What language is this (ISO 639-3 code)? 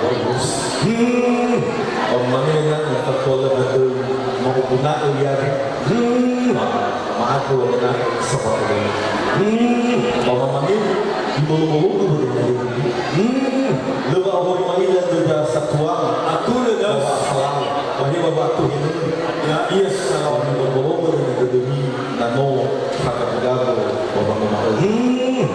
nia